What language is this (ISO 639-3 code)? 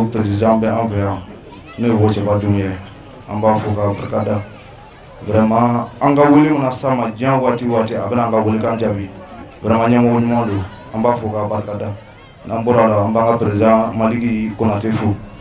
bam